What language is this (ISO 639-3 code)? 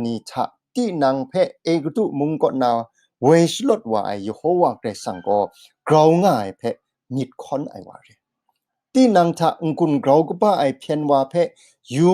kac